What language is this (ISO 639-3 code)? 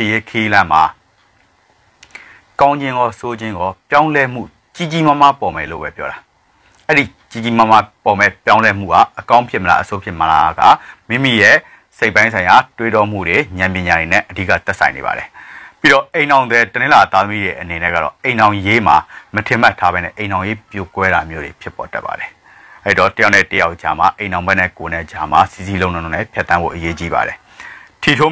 mya